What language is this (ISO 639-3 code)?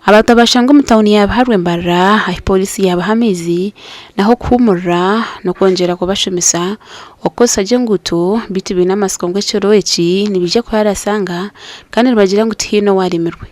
nyn